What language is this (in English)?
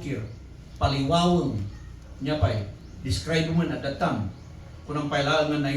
Iloko